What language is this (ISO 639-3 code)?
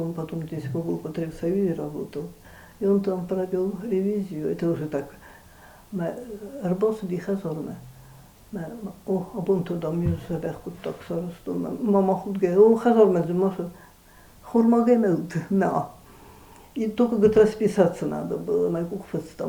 oss